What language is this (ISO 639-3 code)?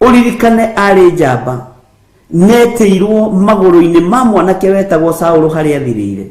kik